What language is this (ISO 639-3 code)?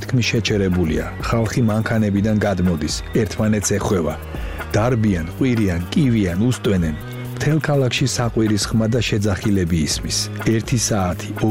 kat